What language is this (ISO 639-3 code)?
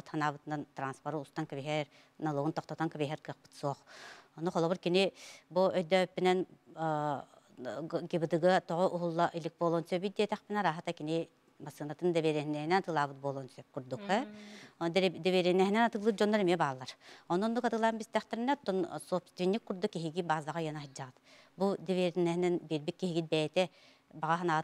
sah